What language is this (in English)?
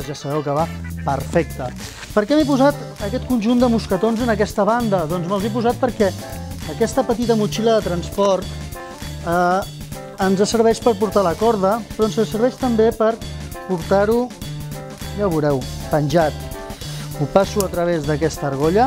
Catalan